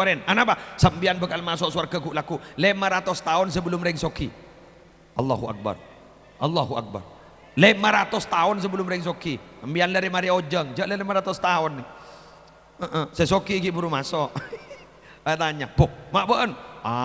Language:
Madurese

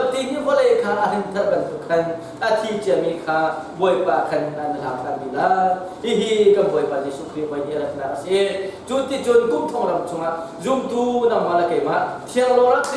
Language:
Hakha Chin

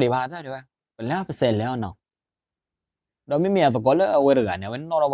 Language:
S'gaw Karen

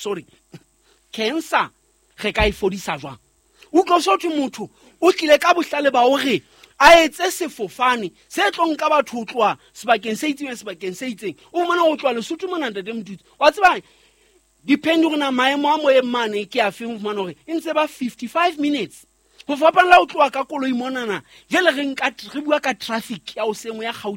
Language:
Southern Sotho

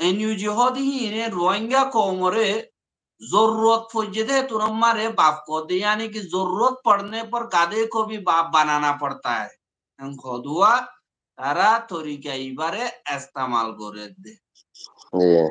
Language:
Rohingya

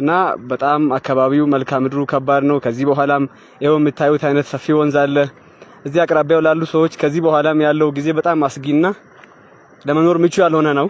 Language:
Amharic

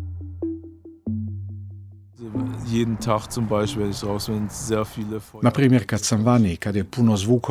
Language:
Croatian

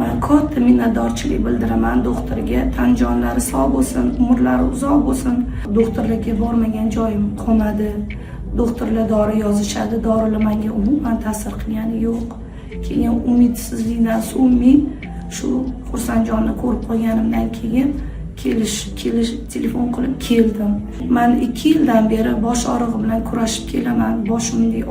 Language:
Uzbek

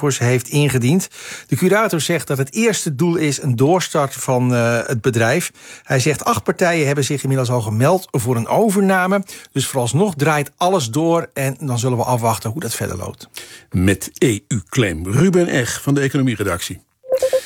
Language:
Dutch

